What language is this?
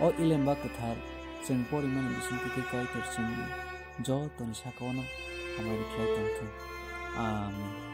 Kok Borok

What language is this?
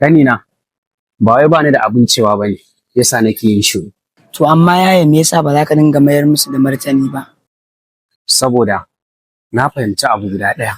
Hausa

